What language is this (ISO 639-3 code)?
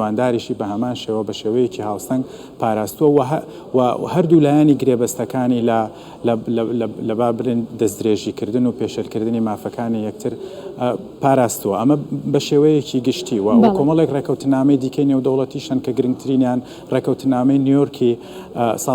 ckb